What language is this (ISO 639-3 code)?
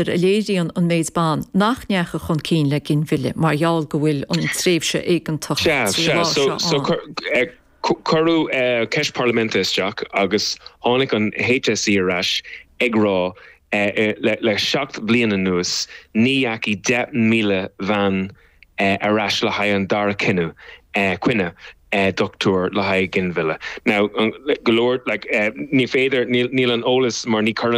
gle